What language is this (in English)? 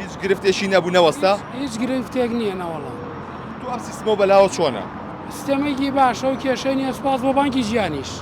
Central Kurdish